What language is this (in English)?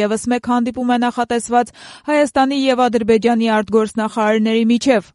Armenian